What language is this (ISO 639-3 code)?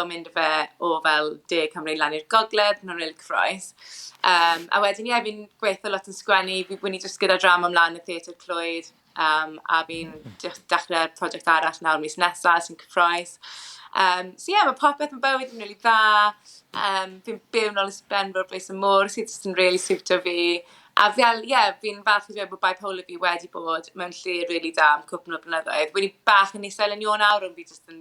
cym